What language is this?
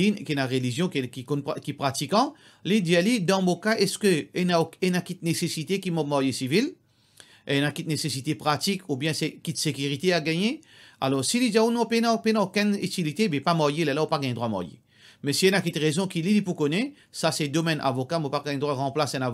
Morisyen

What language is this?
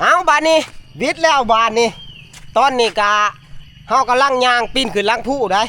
Northeastern Thai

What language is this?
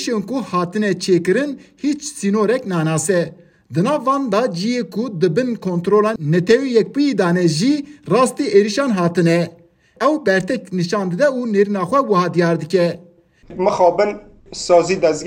Kurdish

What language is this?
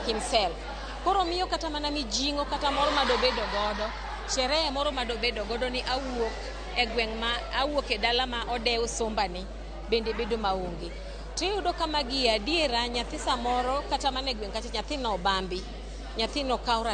Luo (Kenya and Tanzania)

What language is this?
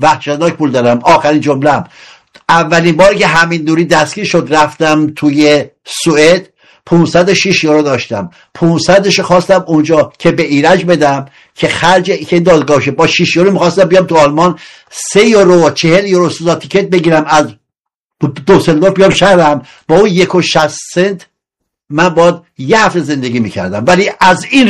Persian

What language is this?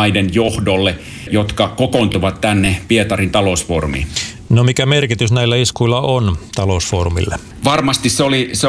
Finnish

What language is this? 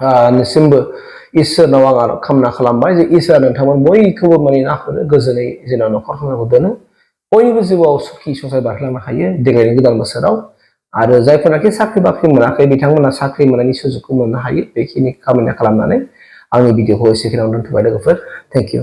Bodo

